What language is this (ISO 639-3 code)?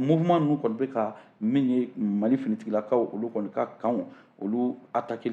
bam